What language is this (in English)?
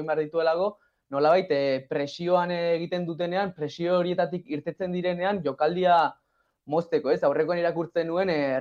Basque